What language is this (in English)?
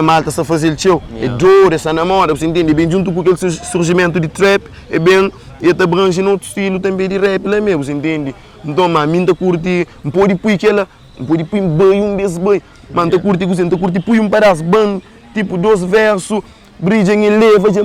Kabuverdianu